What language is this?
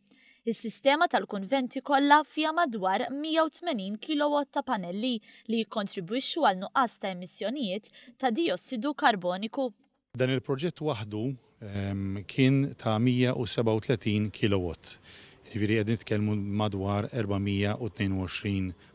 Maltese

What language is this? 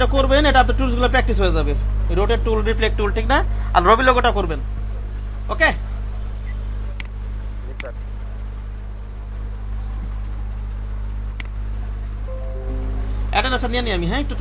Bangla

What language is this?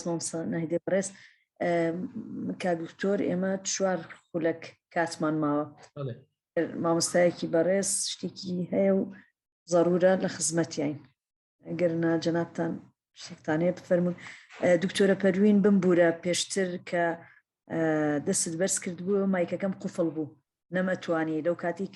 Central Kurdish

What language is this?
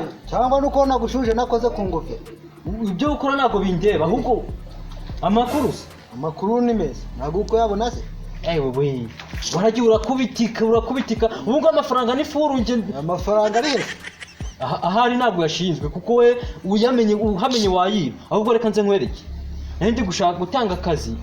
Kinyarwanda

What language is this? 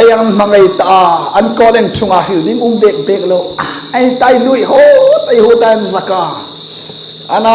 Hmar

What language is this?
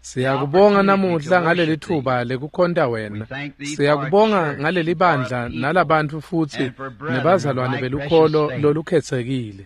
Swati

